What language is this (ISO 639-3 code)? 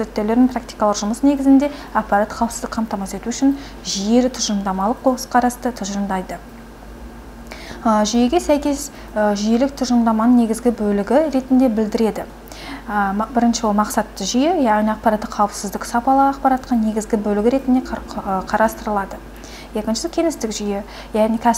kaz